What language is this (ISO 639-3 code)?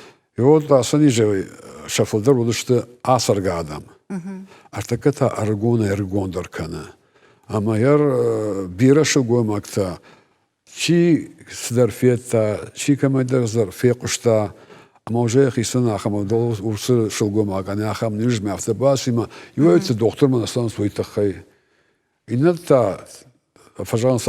oss